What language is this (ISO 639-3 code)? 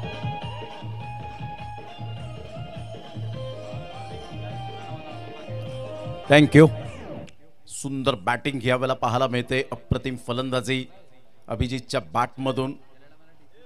mar